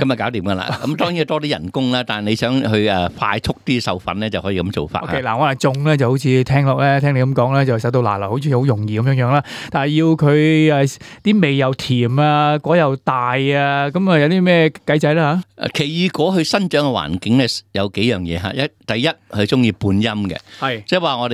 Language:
Cantonese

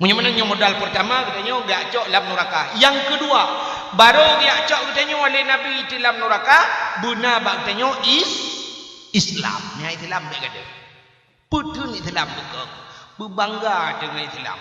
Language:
Achinese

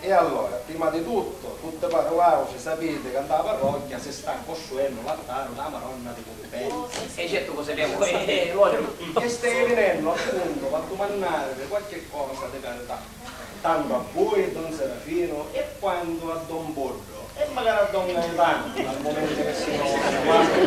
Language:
Sicilian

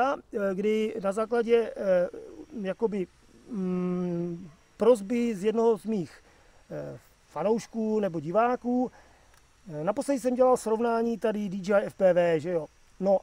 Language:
Czech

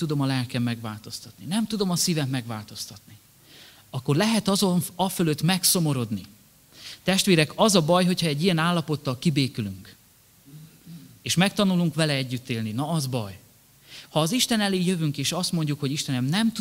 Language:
Hungarian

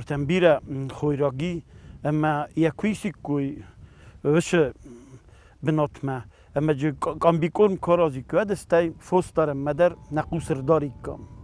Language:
Ossetic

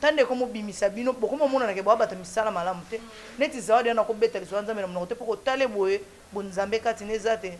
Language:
Lingala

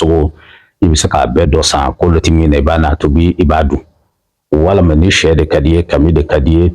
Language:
Bambara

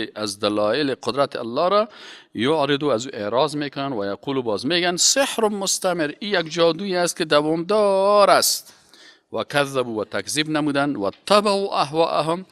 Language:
Persian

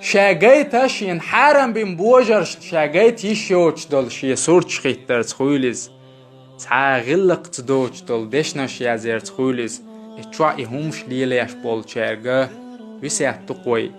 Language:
Chechen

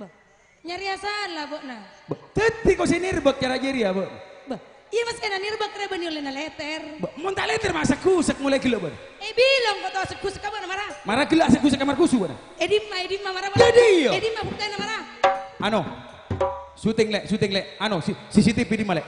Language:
Madurese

